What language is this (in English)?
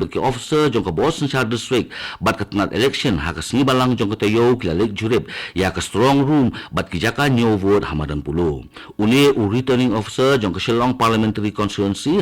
Khasi